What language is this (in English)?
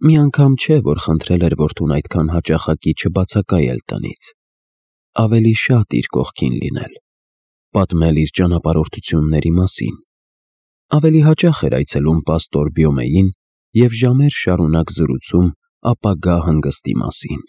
Armenian